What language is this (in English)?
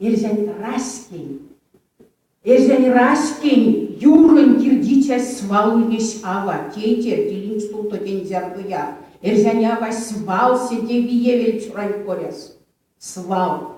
Erzya